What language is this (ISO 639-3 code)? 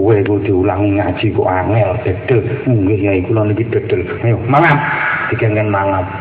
jav